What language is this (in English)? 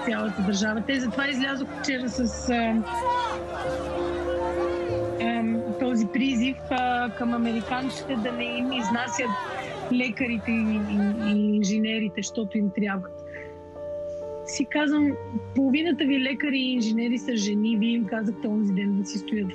Bulgarian